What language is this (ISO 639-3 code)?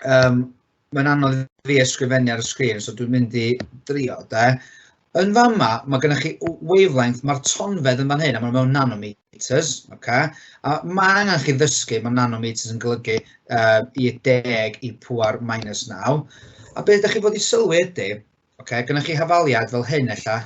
cym